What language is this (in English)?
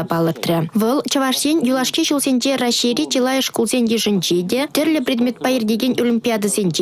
Chuvash